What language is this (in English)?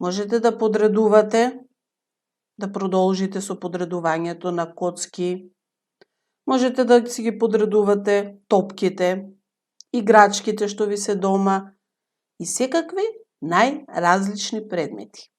Macedonian